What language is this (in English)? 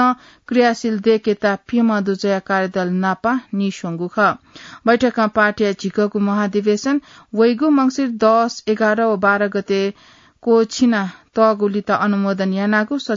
Newari